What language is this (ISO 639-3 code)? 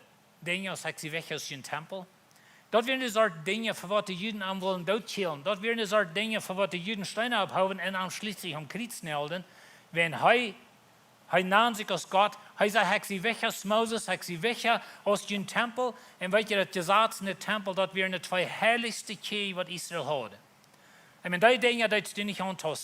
pdt